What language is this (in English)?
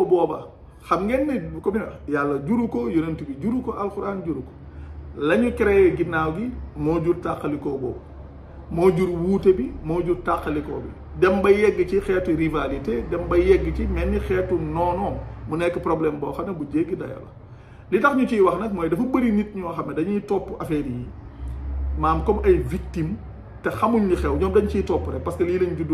Wolof